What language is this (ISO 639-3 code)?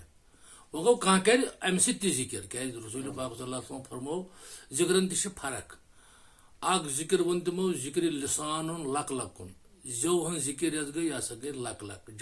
kas